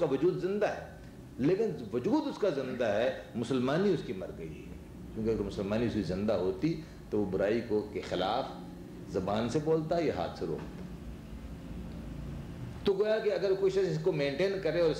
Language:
Urdu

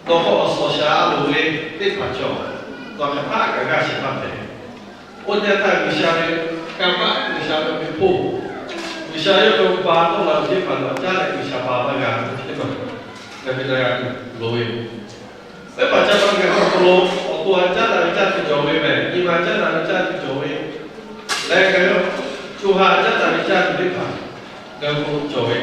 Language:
Lahu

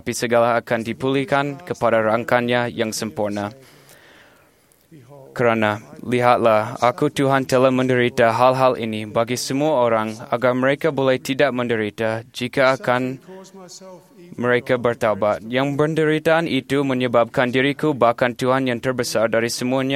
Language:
Malay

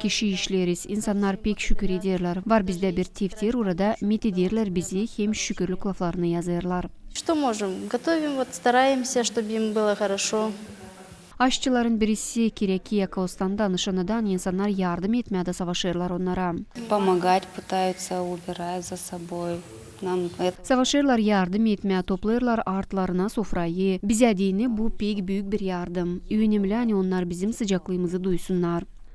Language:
Gagauz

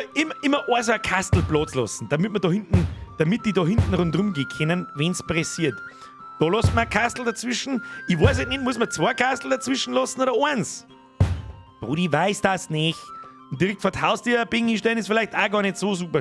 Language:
Bavarian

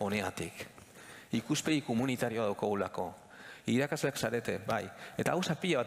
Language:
Basque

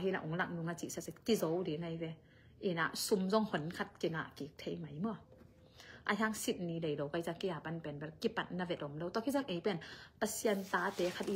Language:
Tedim Chin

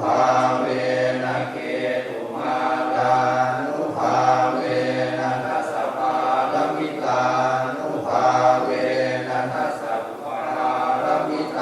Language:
Pali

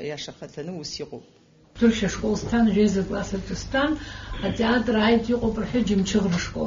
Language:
Abkhazian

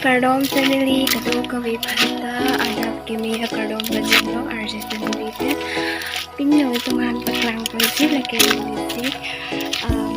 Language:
Karbi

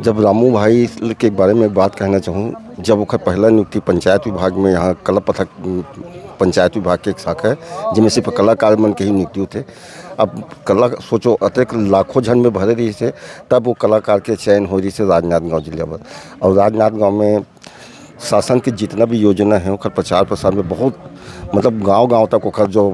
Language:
Chhattisgarhi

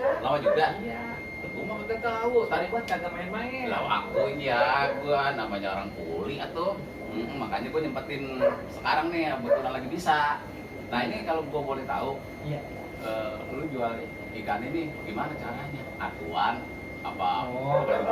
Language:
Betawi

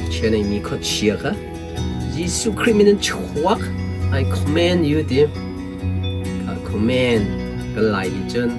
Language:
Hakha Chin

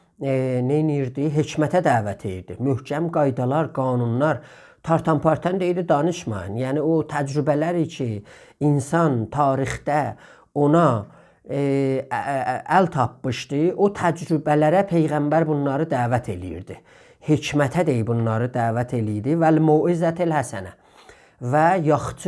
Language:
South Azerbaijani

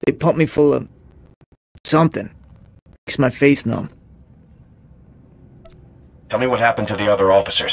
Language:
English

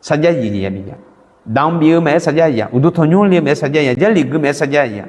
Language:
Akha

